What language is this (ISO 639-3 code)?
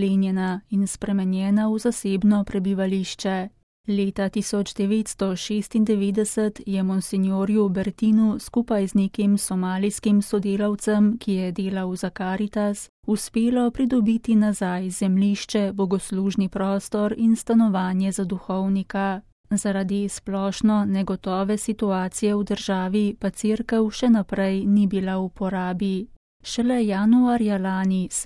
slv